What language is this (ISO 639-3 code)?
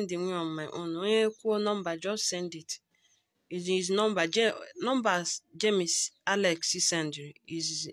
ibo